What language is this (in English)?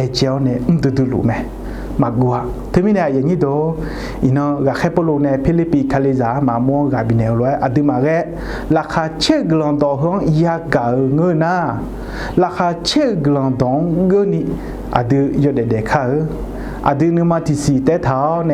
Akha